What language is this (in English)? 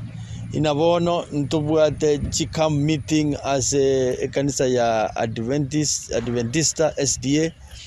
Gusii